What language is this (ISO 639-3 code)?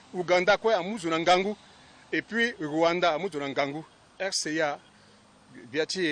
sag